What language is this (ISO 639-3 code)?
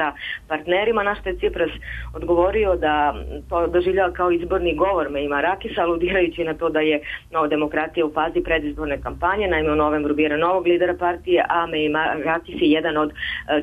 srp